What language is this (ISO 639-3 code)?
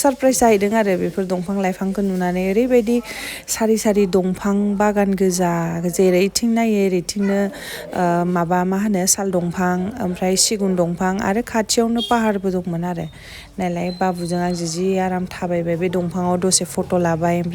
brx